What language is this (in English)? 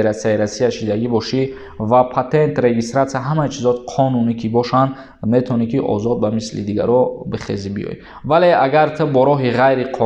Tajik